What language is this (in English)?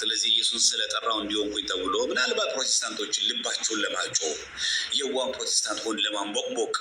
Amharic